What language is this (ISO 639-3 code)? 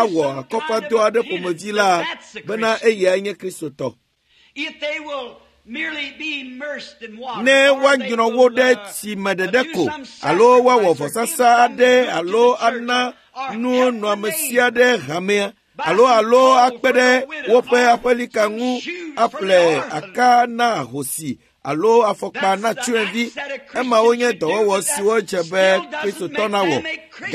ewe